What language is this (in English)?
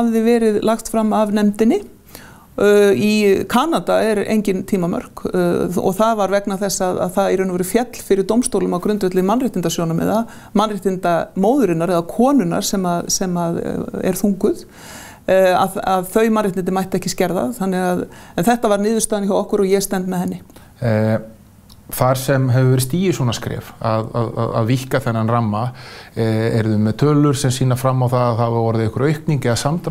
Icelandic